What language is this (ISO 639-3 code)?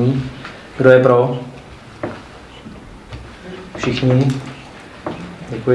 ces